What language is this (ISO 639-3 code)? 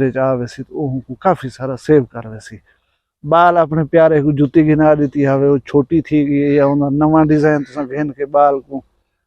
skr